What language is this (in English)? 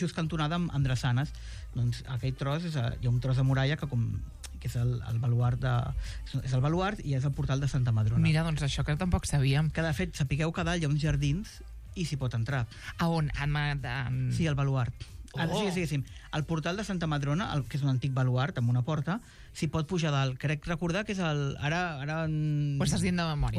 Catalan